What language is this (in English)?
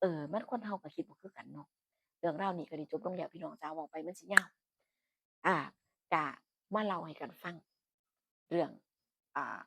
Northeastern Thai